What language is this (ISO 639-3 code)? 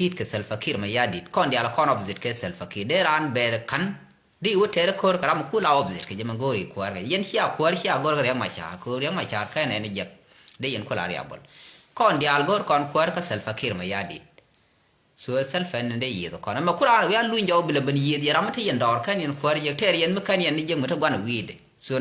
nus